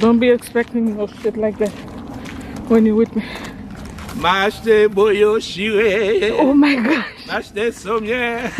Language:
Haitian Creole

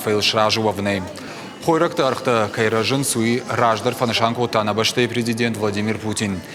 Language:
Ossetic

